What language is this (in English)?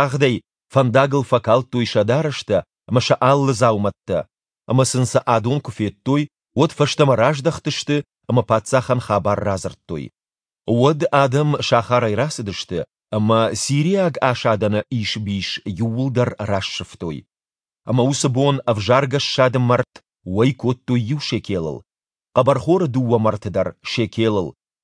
Ossetic